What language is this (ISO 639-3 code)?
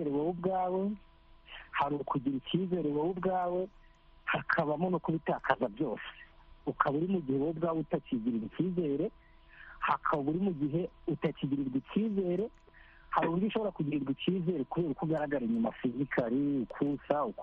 kin